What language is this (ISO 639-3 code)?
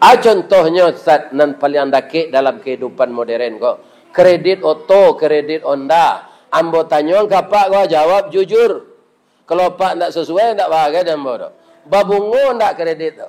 min